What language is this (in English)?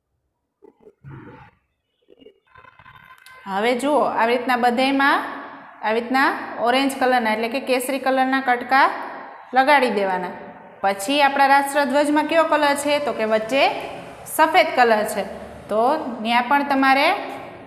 Gujarati